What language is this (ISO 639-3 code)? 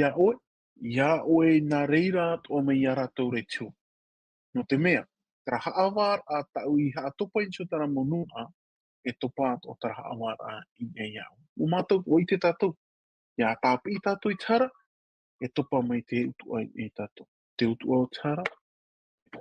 tah